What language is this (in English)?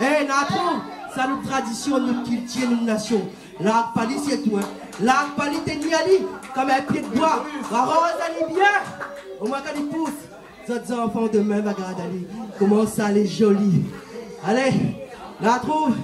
Réunion Creole French